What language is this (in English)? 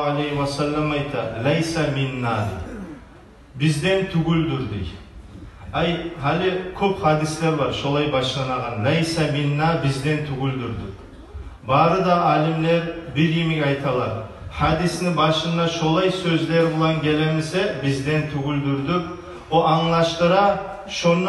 Kumyk